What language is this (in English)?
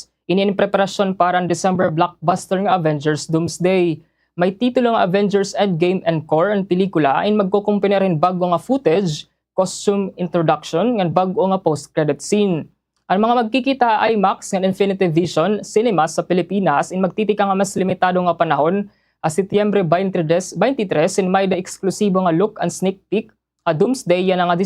Waray